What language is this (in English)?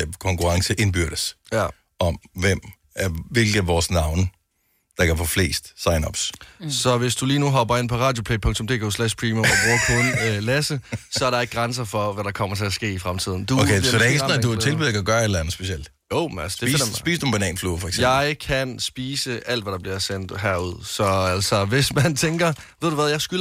Danish